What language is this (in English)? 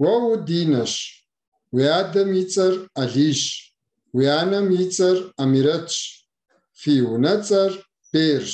Kabardian